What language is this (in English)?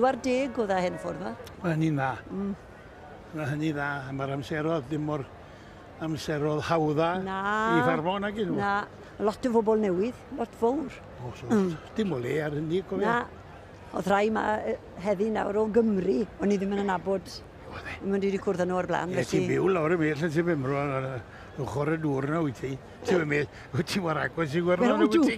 Welsh